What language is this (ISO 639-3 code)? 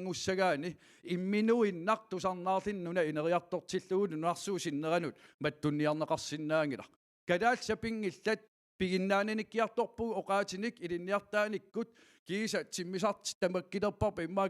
kal